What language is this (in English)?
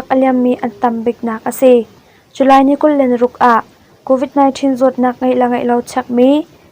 Hakha Chin